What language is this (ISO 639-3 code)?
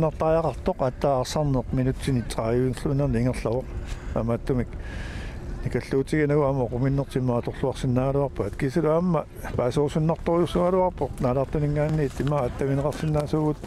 kal